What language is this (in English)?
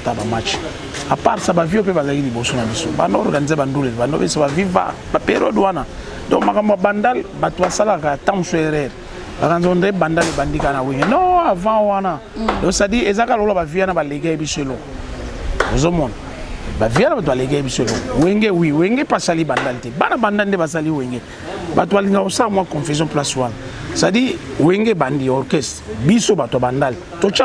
Lingala